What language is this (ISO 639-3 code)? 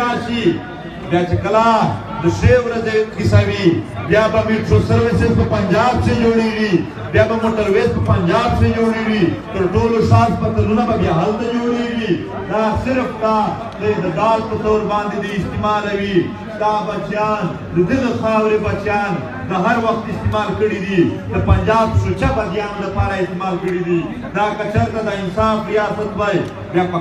pus